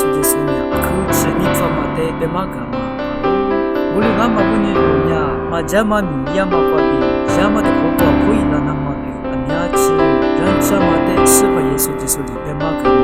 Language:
Lisu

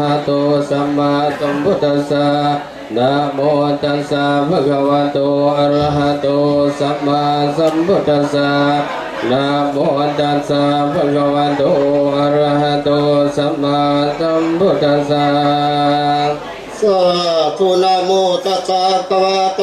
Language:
Pali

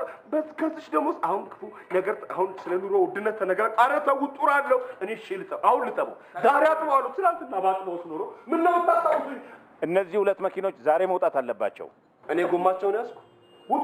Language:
Amharic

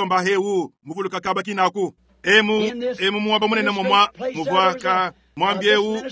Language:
Luba-Lulua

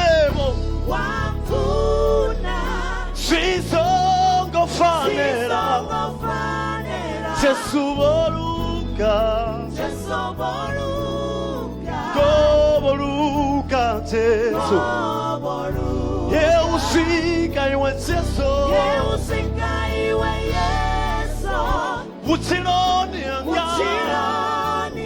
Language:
Venda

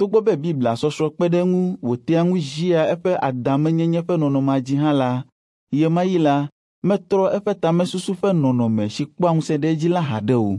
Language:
Ewe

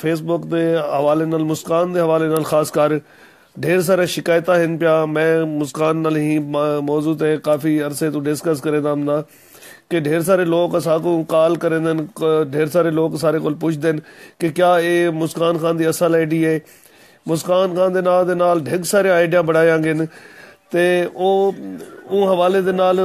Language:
Saraiki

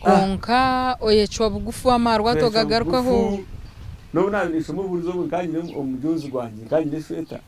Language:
Nyankole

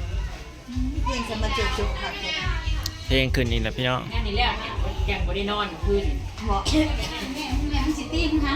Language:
Lao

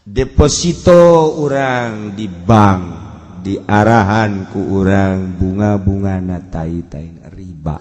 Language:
Sundanese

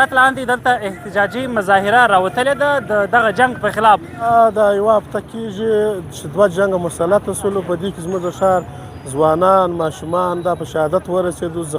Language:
Pashto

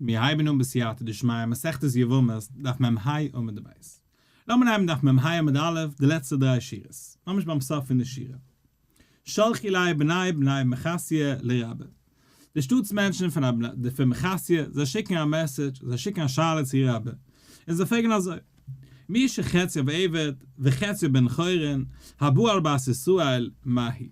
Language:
Yiddish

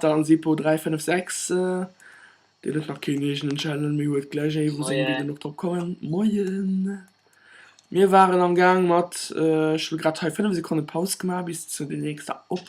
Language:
Luxembourgish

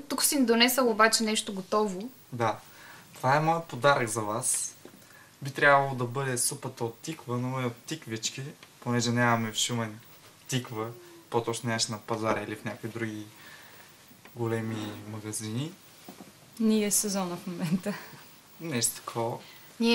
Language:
Bulgarian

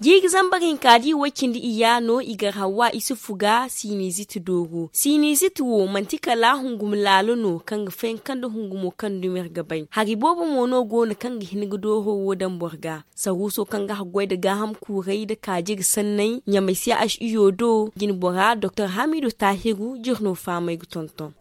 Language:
Zarma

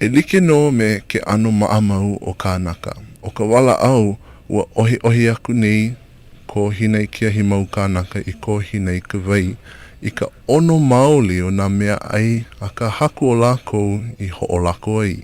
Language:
Hawaiian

